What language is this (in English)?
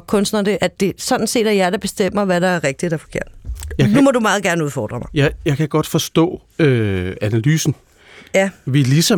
Danish